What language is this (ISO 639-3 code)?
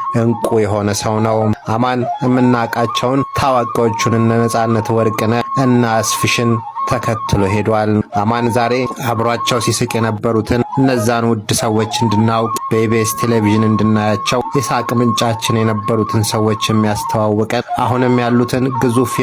amh